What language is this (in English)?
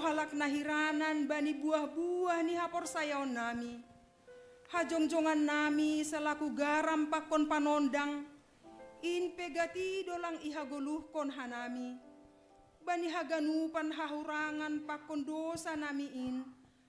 Batak Simalungun